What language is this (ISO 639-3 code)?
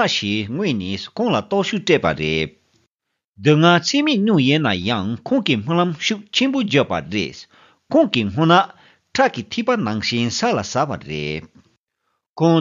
bod